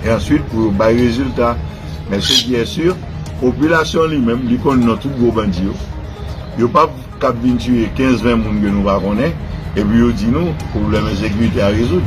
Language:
Haitian Creole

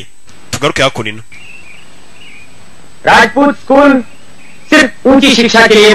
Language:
Kinyarwanda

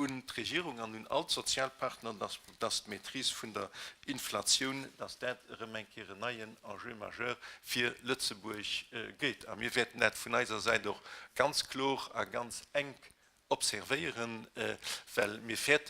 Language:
Luxembourgish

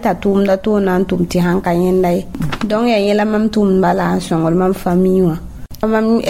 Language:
Mossi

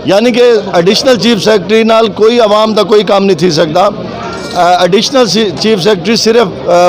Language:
Saraiki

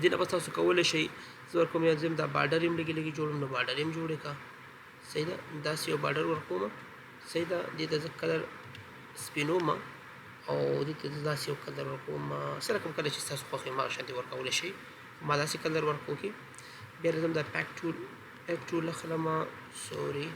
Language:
Pashto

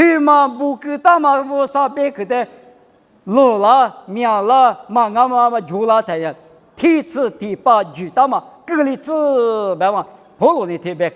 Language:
Lisu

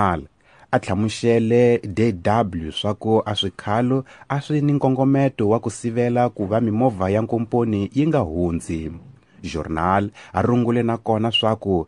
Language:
Tsonga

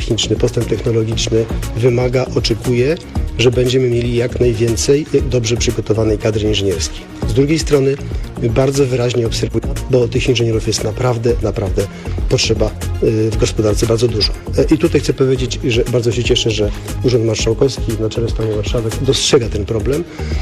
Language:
Polish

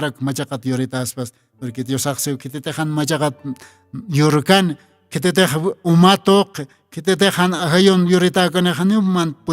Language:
Aymara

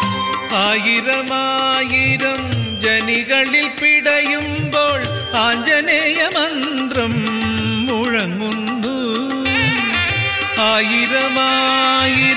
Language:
Malayalam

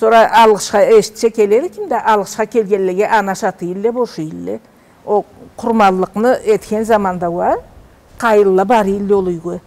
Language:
Karachay-Balkar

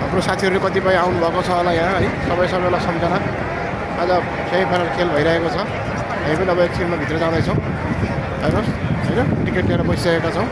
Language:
Nepali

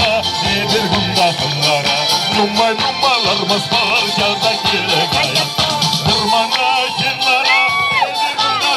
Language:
Chuvash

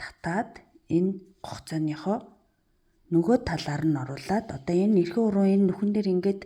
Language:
Mongolian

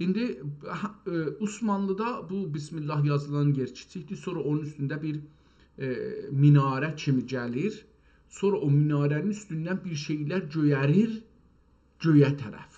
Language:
South Azerbaijani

